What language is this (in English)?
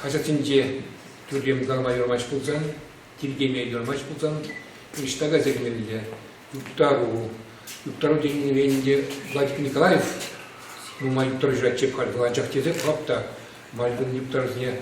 Chuvash